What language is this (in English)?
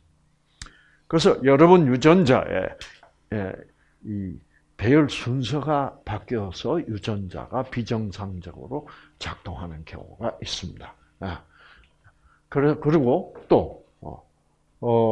Korean